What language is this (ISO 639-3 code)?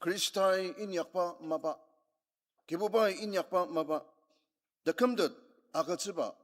njo